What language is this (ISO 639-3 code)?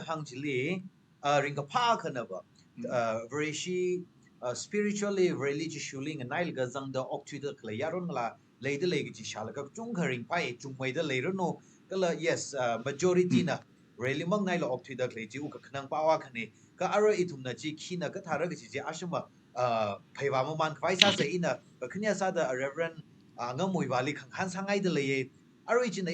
nmf